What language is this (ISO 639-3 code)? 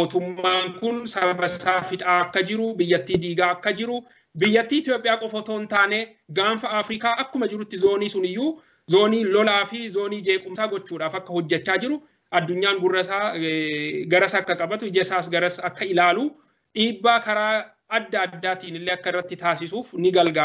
orm